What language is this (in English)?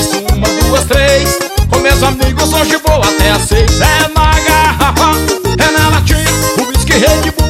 Portuguese